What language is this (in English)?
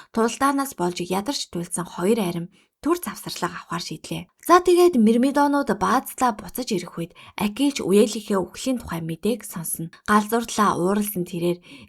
Mongolian